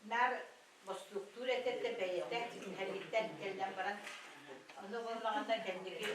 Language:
Yakut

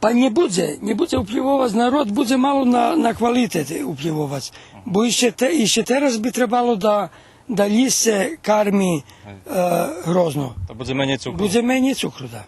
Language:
Rusyn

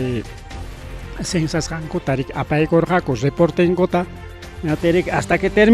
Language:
Ayacucho Quechua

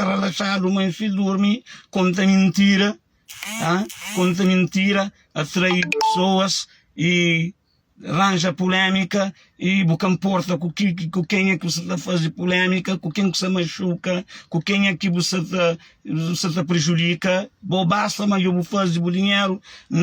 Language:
Kabuverdianu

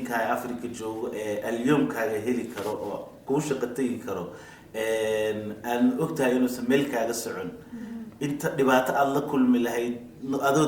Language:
Somali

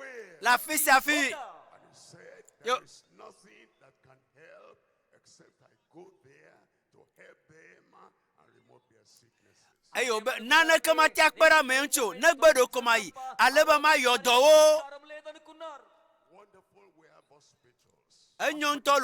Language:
Ewe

